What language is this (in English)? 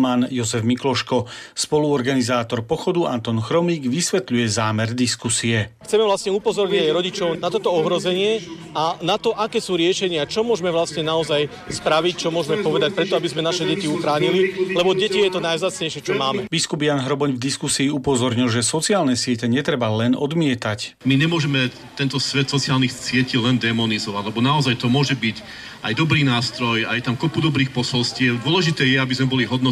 Slovak